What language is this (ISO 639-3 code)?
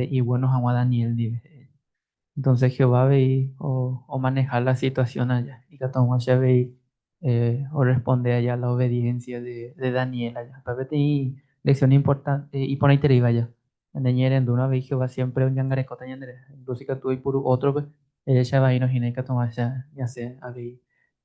grn